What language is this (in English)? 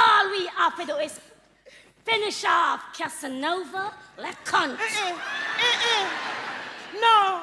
Jamaican Creole English